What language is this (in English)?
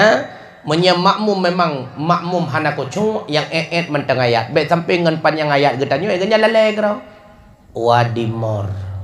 Achinese